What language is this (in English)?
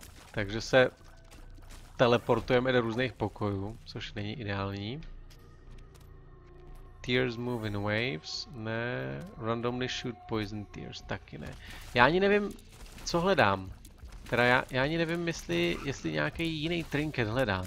Czech